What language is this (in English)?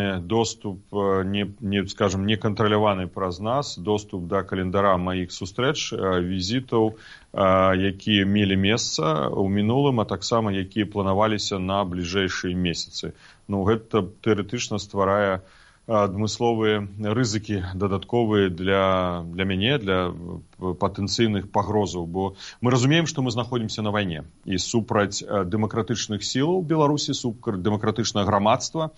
Belarusian